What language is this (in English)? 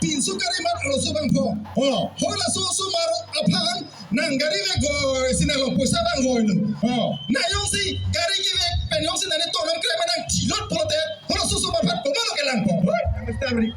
Karbi